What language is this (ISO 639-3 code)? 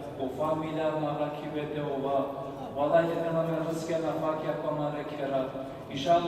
rmn